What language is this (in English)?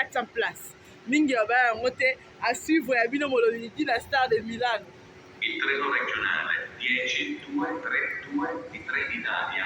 Lingala